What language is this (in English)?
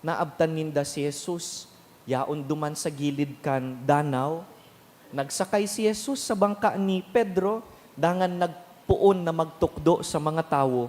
Bikol